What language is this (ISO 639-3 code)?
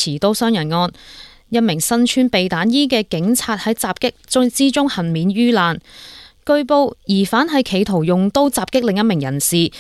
yue